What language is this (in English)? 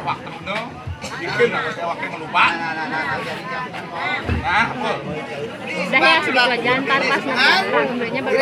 Balinese